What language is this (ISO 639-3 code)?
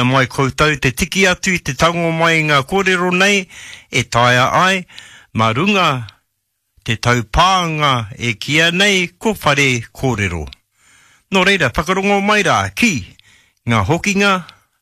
mri